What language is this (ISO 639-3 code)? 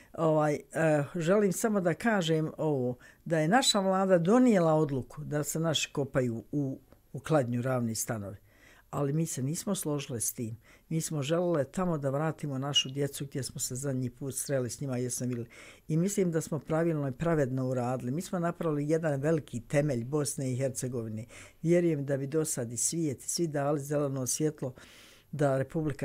bos